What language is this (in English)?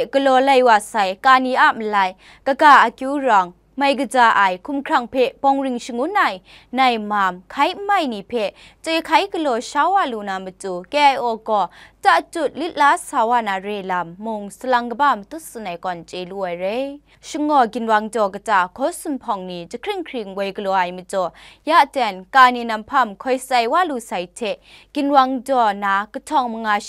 Kachin